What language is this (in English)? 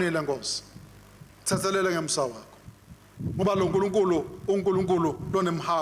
Swati